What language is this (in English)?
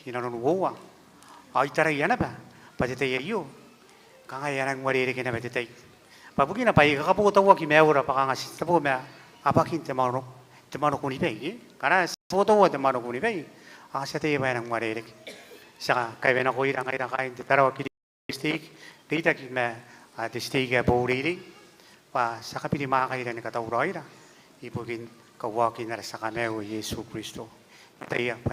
Gilbertese